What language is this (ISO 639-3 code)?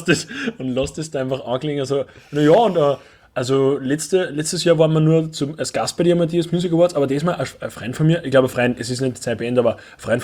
deu